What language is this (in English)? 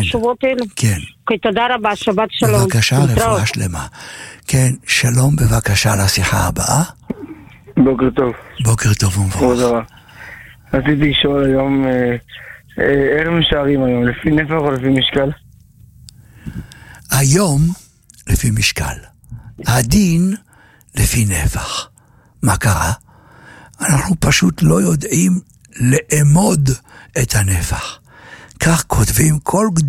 Hebrew